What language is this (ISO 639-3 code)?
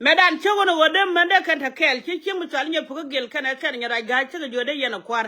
nus